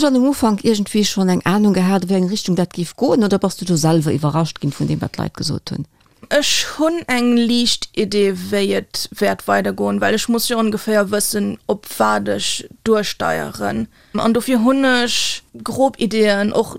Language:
Luxembourgish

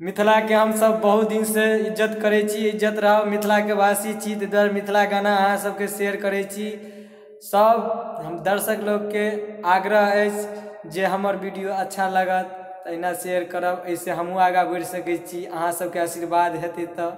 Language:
Maithili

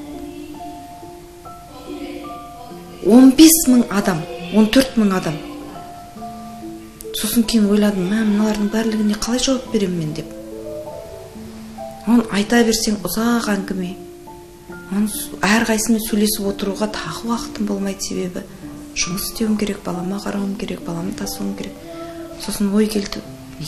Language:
Kazakh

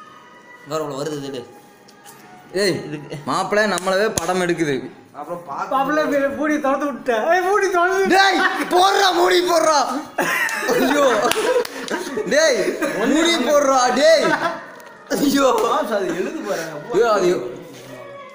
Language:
Tamil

